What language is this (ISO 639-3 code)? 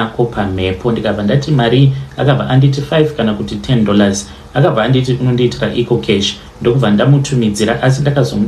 sna